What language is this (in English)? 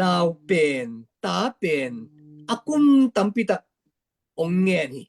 Tedim Chin